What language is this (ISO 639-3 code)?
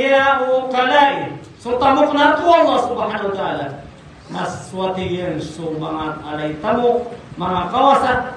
mrw